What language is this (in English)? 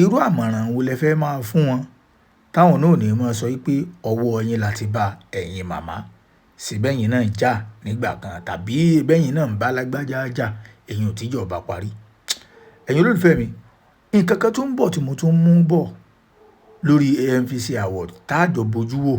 Yoruba